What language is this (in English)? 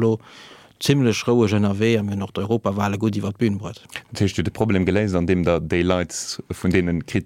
Luxembourgish